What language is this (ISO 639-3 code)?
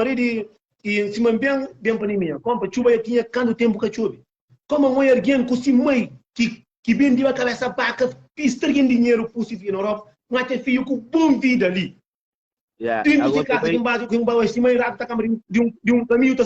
kea